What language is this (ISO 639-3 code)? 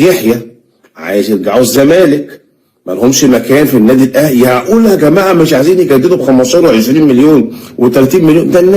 arz